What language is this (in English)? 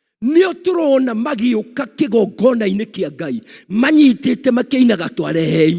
Kikuyu